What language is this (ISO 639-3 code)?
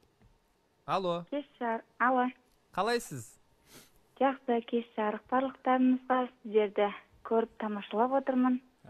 kaz